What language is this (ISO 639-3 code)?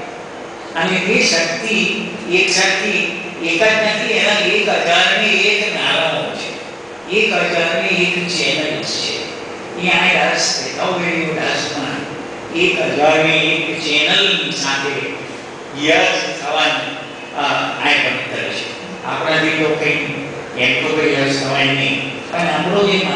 guj